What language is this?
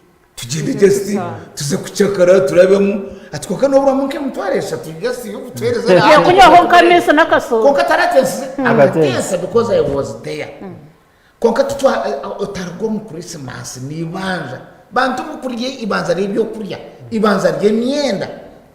Nyankole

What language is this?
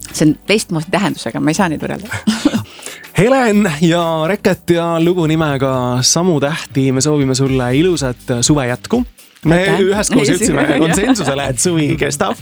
Estonian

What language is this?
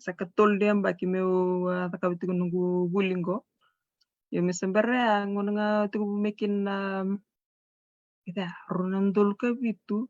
Fijian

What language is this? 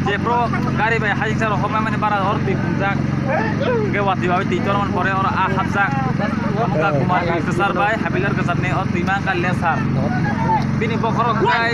Kok Borok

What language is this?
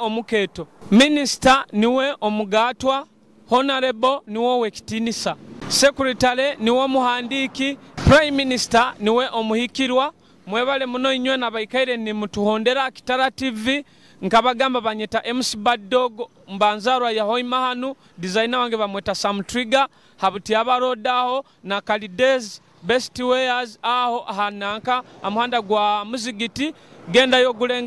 Nyoro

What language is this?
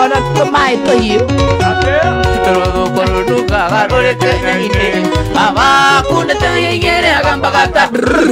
Kikuyu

